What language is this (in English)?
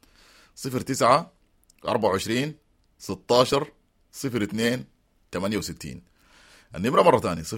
Sudanese Arabic